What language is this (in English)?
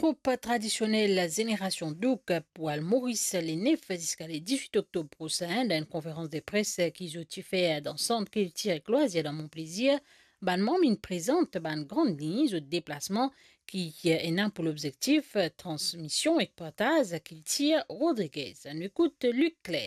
Morisyen